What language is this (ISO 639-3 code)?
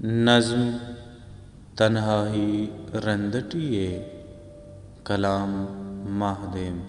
brh